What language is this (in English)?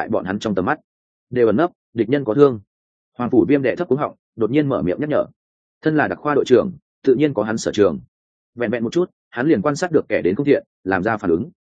Vietnamese